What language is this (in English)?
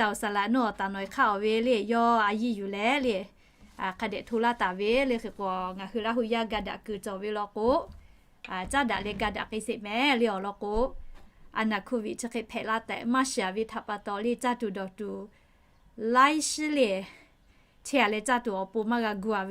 Lahu